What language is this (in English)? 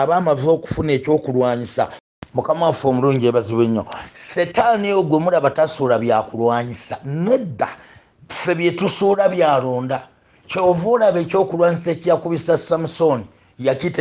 Ganda